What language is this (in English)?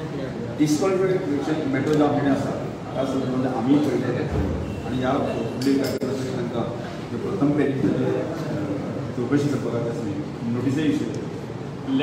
Konkani